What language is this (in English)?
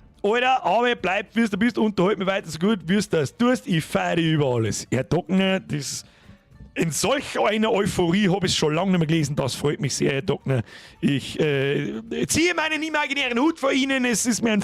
Bavarian